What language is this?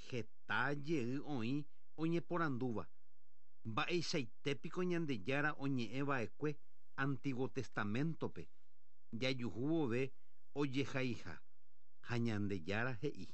Guarani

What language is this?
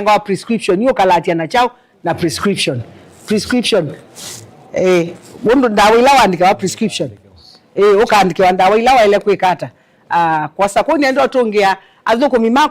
Kamba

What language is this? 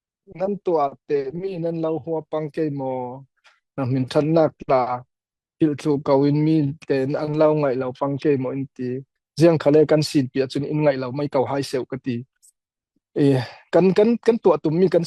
Falam Chin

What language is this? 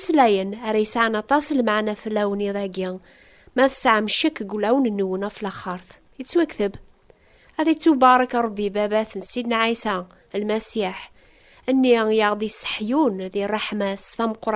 Kabyle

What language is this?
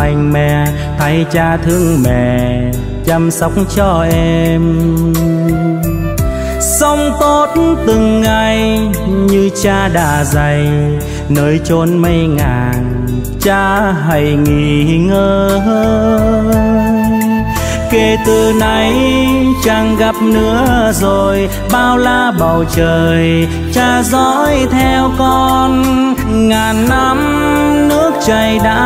Vietnamese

